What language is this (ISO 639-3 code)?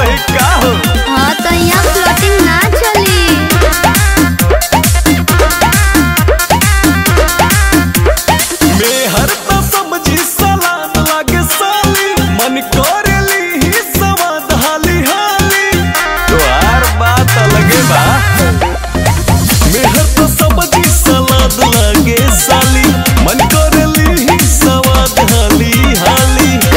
bho